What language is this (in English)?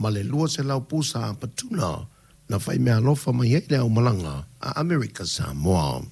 Samoan